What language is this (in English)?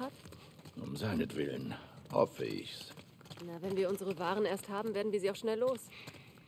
German